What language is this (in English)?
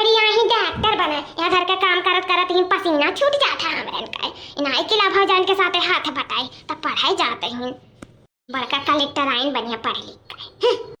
Awadhi